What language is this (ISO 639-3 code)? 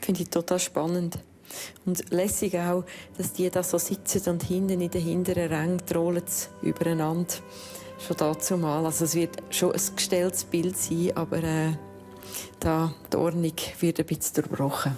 roh